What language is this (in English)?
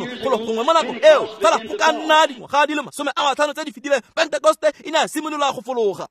Tswana